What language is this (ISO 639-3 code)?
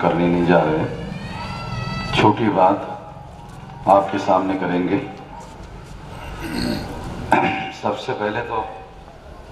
hin